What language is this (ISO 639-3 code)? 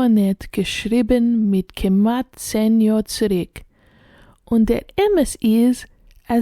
yid